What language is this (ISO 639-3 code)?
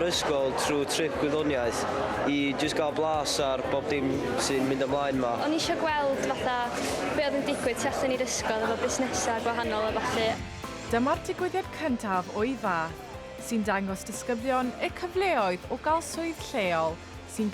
cym